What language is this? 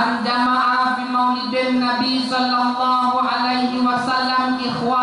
Achinese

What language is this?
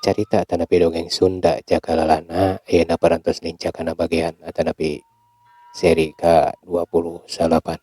Sundanese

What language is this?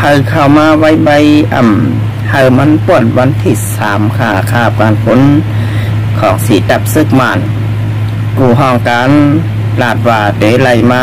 Shan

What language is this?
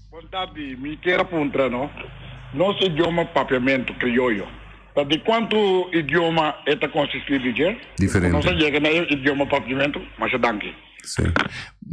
Papiamento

